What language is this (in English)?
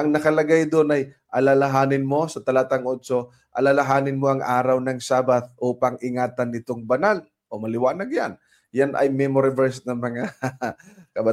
Filipino